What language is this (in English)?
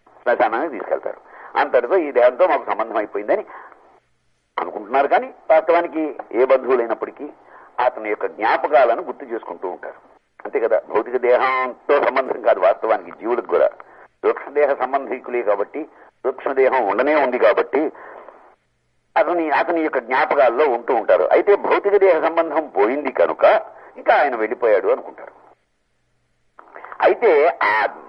Telugu